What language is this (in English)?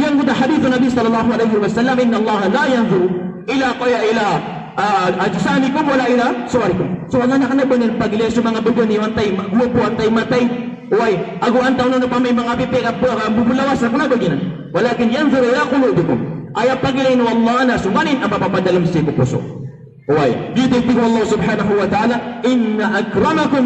Maranao